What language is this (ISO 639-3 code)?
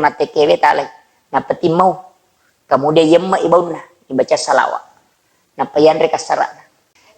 bug